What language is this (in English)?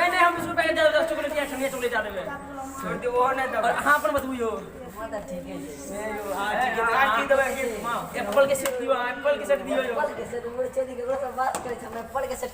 Maithili